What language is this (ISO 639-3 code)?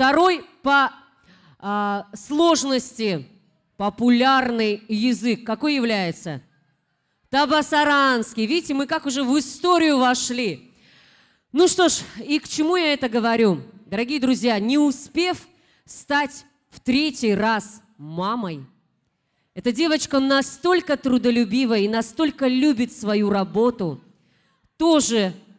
tab